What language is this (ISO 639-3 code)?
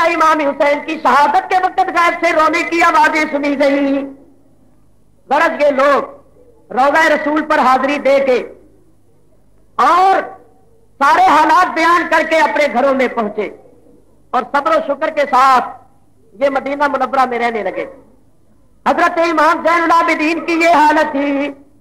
urd